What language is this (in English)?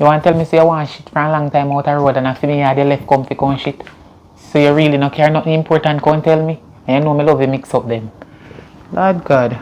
Jamaican Creole English